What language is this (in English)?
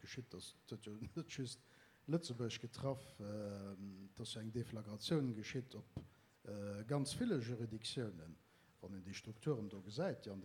Luxembourgish